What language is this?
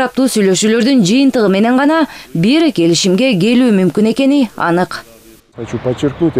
Kyrgyz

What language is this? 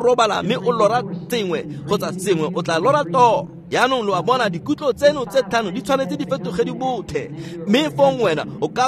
Tswana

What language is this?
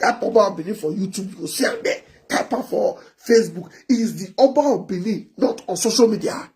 Nigerian Pidgin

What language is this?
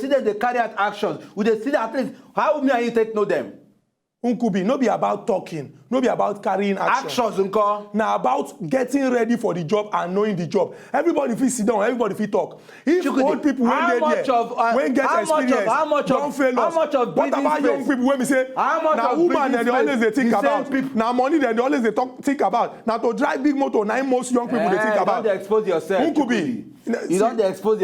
Nigerian Pidgin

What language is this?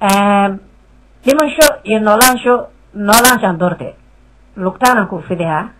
Somali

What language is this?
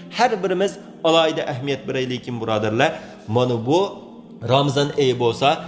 Uyghur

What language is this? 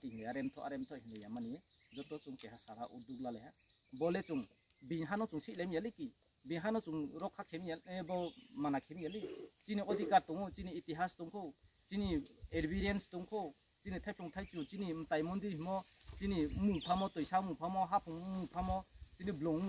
Riang (India)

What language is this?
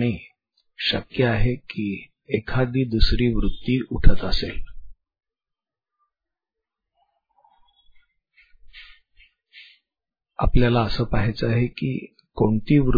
Marathi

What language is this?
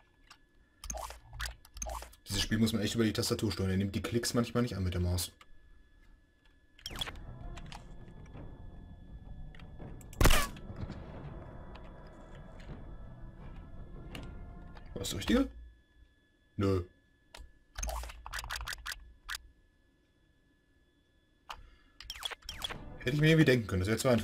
German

